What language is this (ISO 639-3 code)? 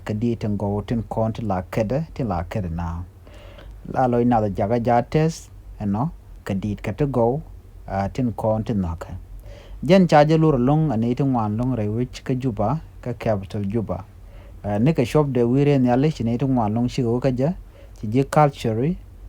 nus